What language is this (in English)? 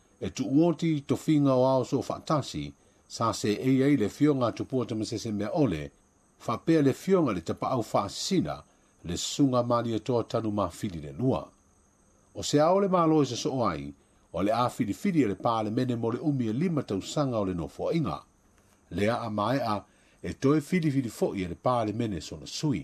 Samoan